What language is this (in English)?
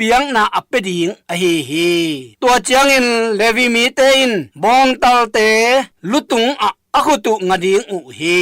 Tedim Chin